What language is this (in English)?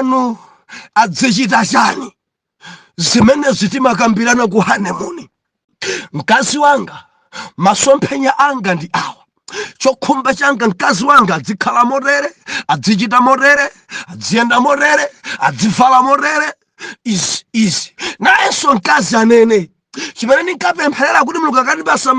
Nyanja